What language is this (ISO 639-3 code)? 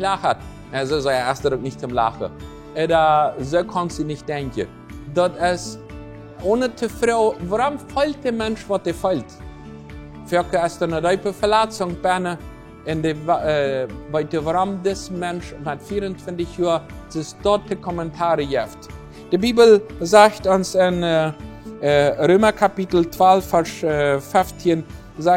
pdt